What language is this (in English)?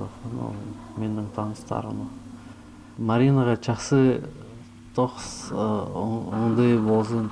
Khakas